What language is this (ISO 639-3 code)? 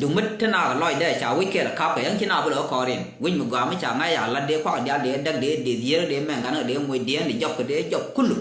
nus